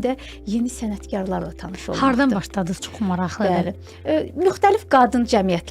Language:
Azerbaijani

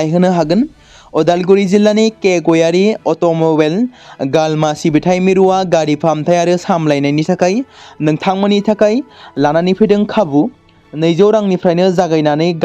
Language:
Bodo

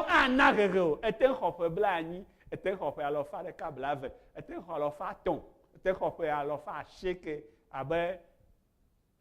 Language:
Ewe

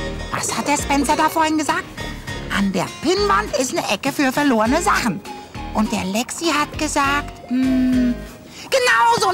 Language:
German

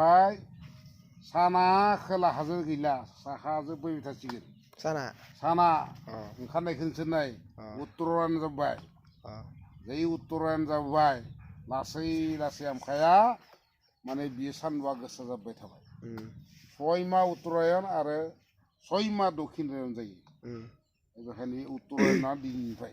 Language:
Bodo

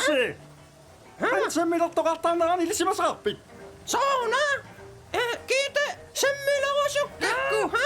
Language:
Kalaallisut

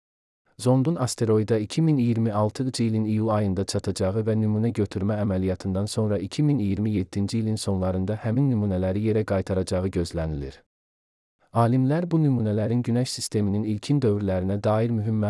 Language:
Azerbaijani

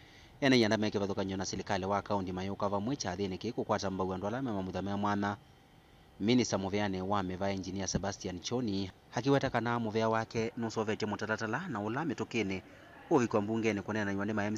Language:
Kamba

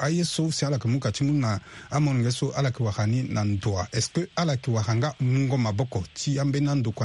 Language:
Sango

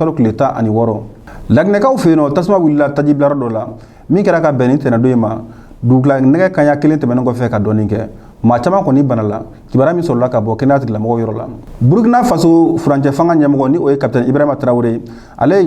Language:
Bambara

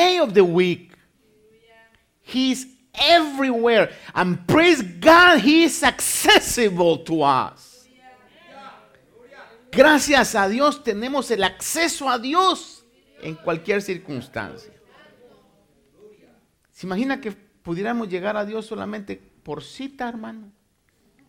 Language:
Spanish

